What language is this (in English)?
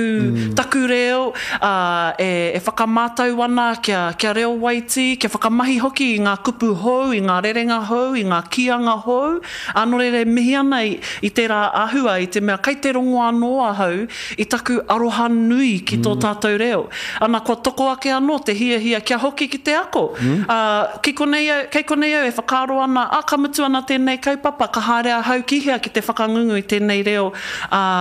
Māori